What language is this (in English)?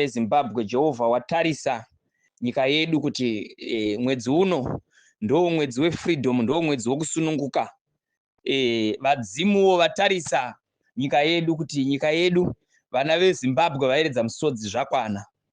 Shona